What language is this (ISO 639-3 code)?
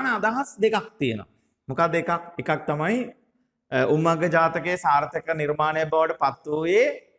sin